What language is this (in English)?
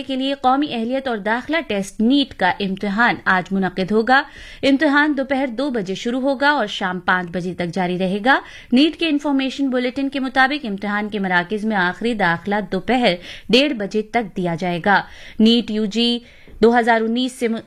Urdu